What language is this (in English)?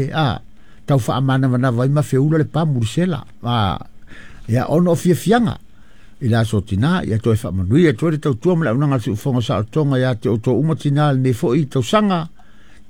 Samoan